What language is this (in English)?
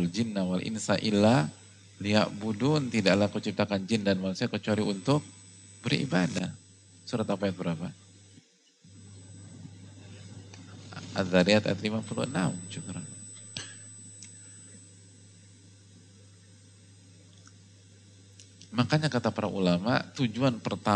Indonesian